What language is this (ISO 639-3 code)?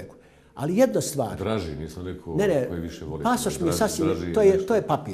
bos